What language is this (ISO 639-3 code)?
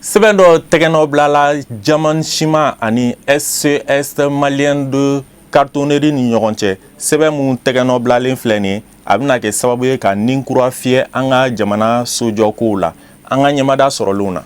bam